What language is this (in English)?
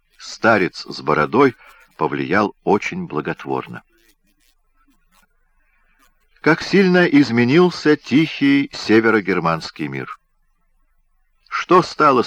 Russian